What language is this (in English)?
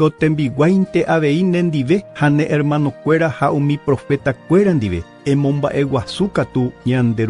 Guarani